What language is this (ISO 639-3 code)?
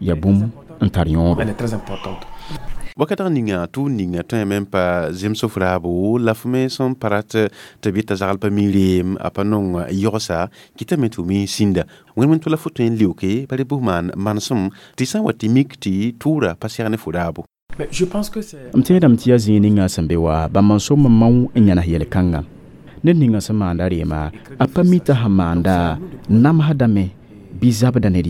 mos